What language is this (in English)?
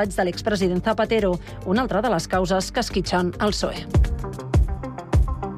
Catalan